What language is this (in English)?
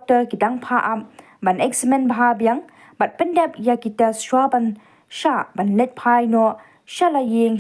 Khasi